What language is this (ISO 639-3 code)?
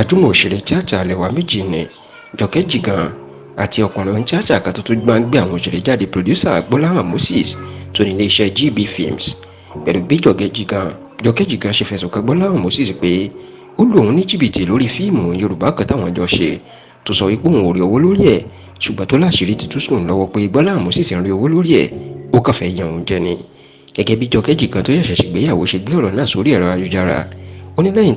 yor